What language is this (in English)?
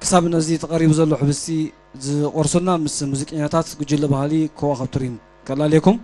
Tigrinya